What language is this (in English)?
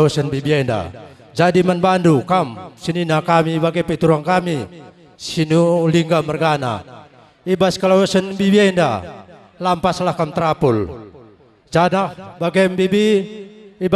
Batak Karo